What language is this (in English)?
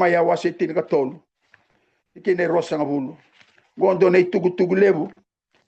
Fijian